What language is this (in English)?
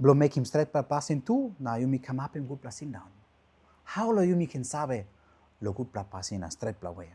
Tok Pisin